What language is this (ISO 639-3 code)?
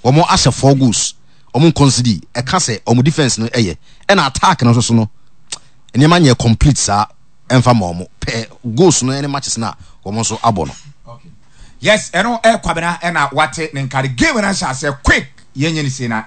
aka